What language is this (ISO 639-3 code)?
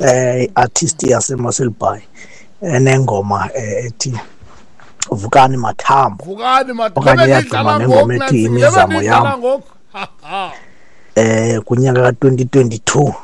xho